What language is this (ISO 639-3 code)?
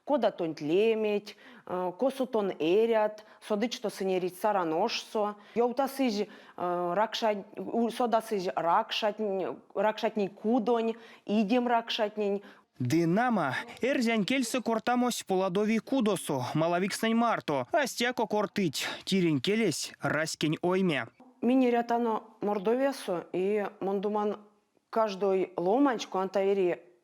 myv